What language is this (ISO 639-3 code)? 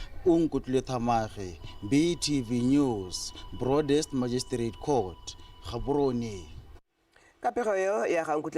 tsn